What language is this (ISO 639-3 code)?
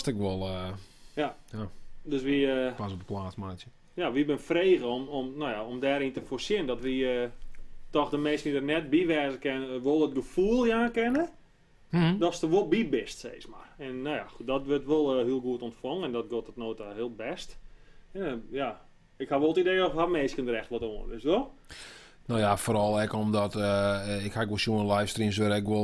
fry